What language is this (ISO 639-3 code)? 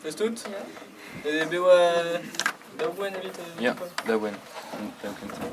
bre